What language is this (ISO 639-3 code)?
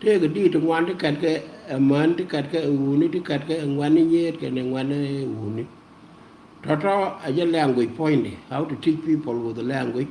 nus